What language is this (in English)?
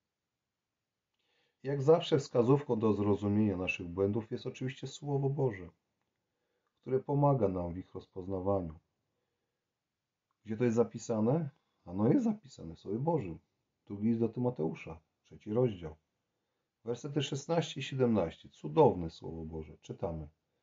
Polish